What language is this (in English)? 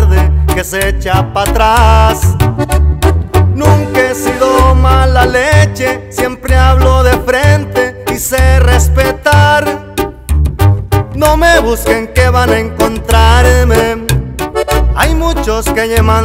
Spanish